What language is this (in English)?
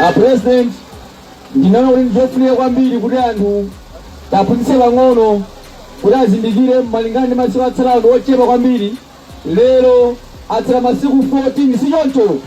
Nyanja